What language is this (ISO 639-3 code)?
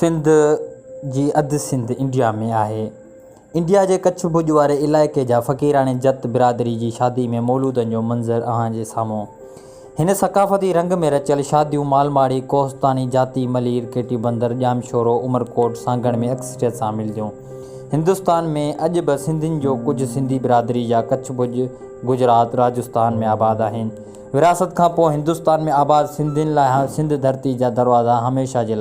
snd